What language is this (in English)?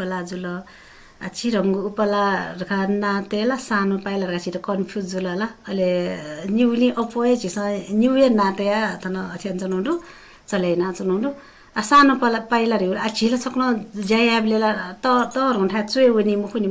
Newari